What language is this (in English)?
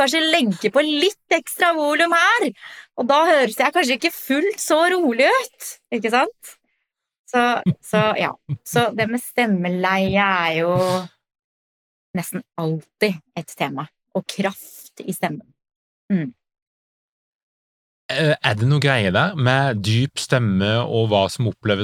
Norwegian